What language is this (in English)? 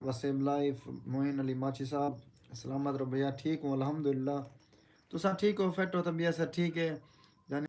Saraiki